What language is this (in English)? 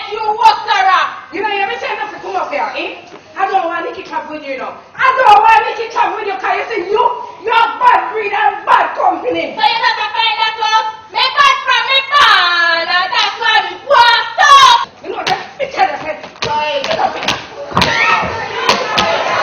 Jamaican Creole English